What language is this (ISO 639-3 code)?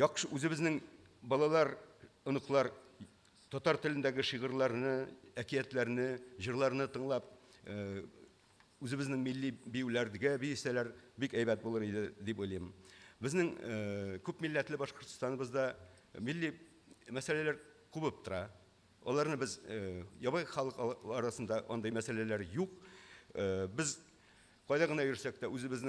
tat